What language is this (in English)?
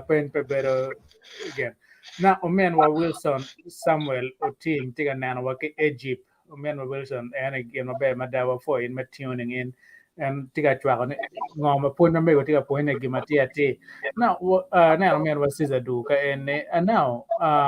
Acoli